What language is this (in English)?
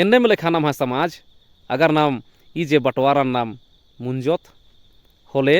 Kurukh